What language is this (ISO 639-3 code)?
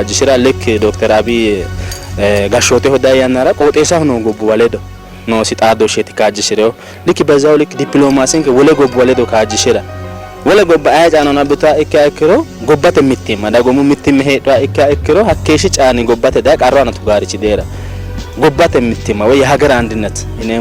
sid